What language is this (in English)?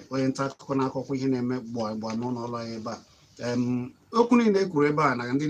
Igbo